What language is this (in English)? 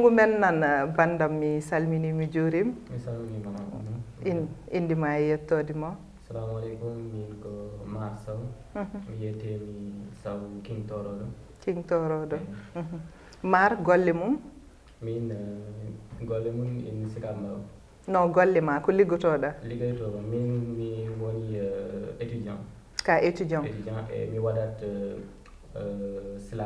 Fula